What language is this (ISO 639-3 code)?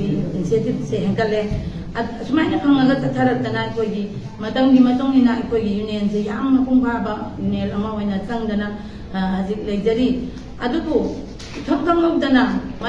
mni